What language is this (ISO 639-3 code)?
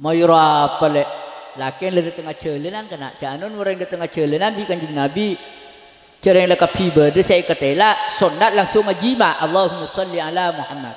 mad